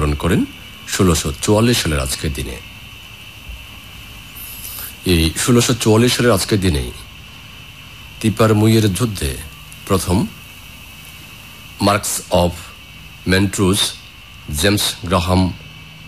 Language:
Bangla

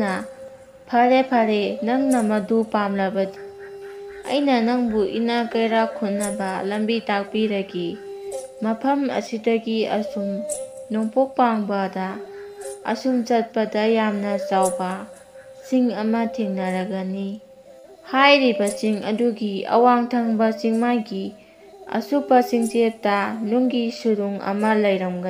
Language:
Manipuri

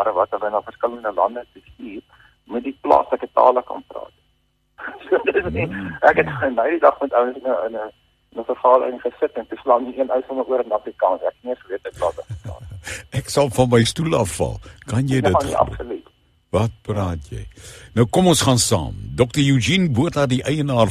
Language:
Afrikaans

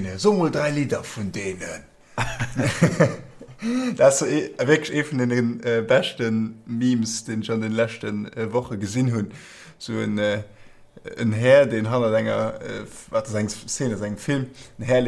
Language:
Luxembourgish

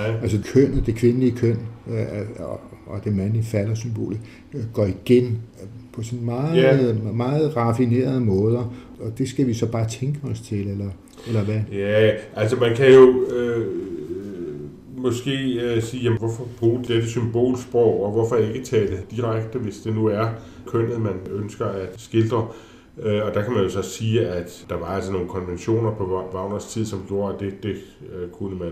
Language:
Danish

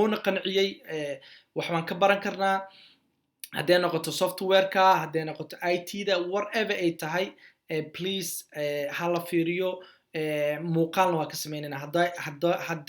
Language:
Somali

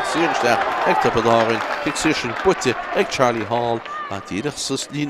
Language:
Irish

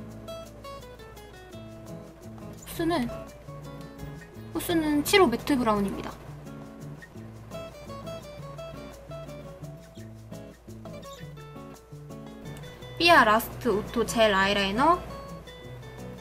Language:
Korean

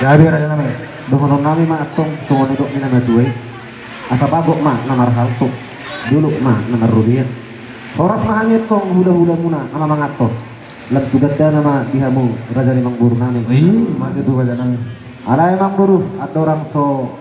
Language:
Batak Toba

